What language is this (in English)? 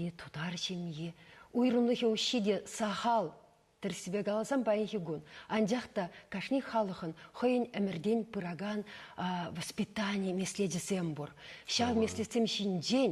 Chuvash